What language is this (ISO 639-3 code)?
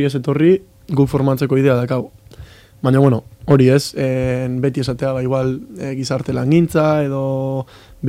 eus